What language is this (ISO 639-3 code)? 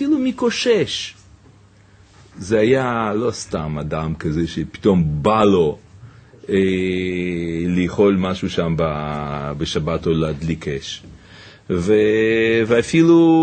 heb